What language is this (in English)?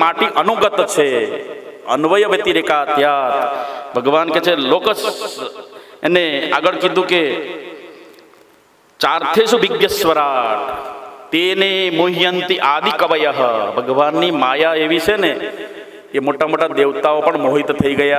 Gujarati